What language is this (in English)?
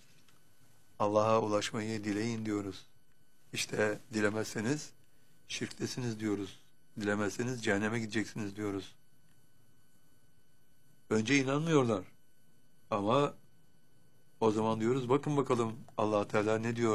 Turkish